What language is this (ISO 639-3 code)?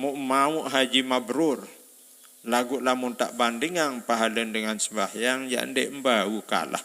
sas